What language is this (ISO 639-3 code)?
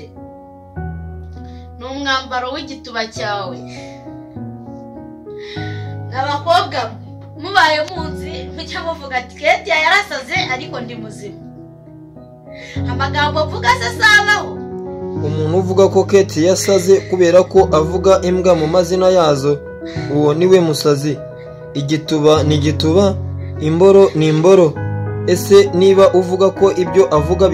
kin